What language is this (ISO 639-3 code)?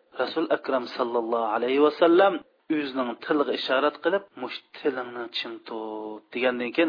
uig